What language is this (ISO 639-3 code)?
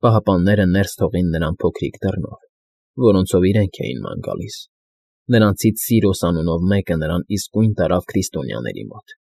hye